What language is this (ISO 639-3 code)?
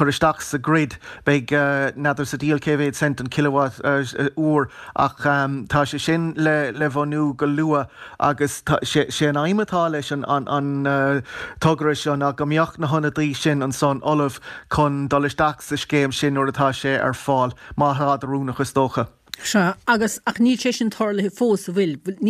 gle